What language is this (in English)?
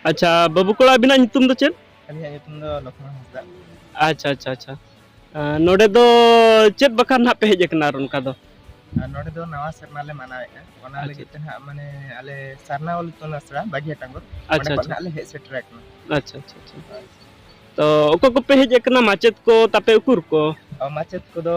Santali